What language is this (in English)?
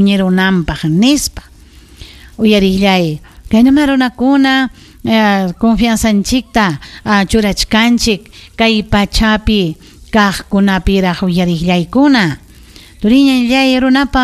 Ayacucho Quechua